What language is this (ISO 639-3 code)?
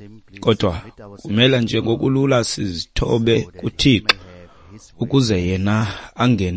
xho